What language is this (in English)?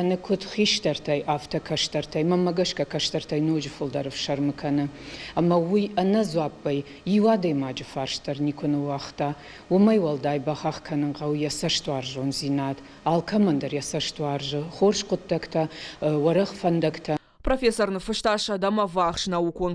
Ossetic